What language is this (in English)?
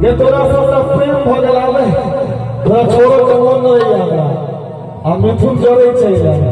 Maithili